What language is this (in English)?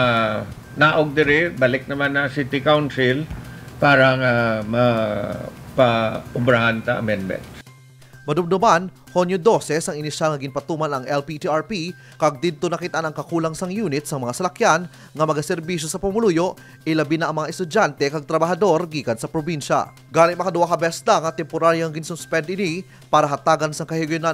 Hiligaynon